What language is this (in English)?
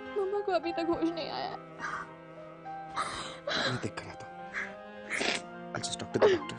Hindi